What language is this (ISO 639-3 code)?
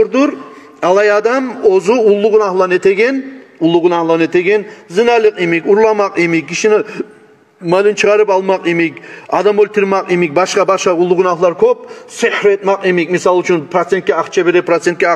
kum